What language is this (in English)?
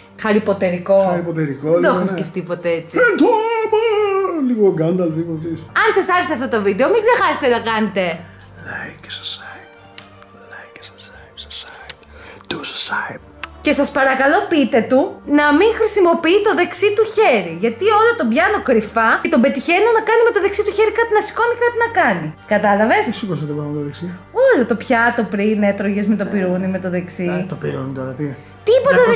Greek